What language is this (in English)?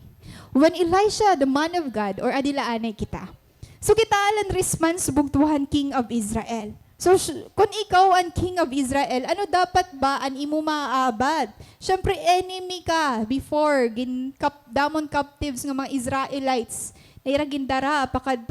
Waray